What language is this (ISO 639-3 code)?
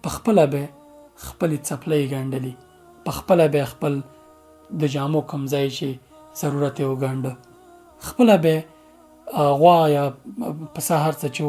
pus